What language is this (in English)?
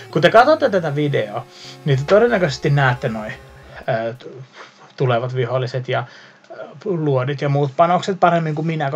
Finnish